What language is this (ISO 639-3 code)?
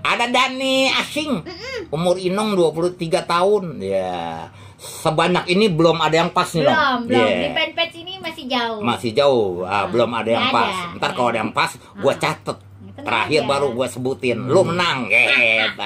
bew